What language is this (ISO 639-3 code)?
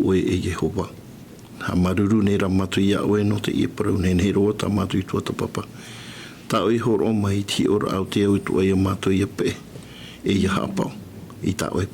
tah